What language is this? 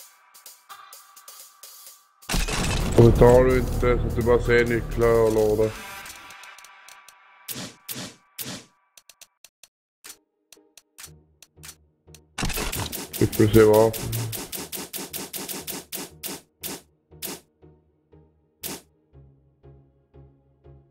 Swedish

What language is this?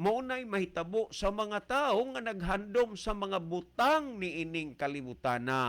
Cebuano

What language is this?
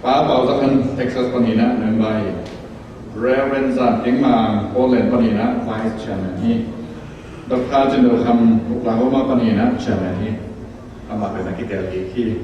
Tedim Chin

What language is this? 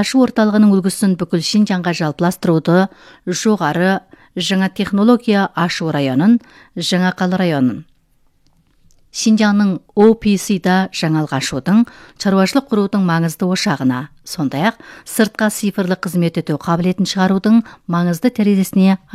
Kazakh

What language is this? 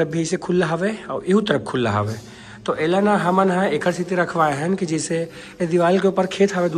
Chhattisgarhi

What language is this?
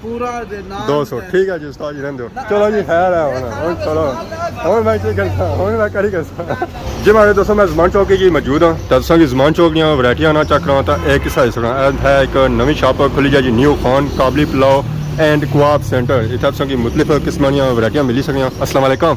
Pahari-Potwari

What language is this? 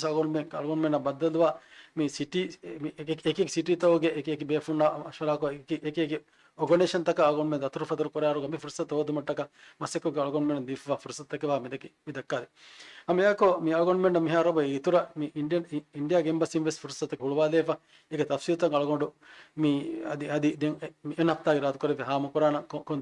Divehi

